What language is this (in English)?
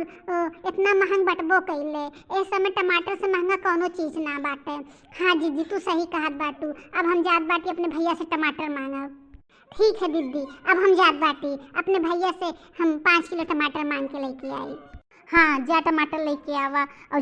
Bhojpuri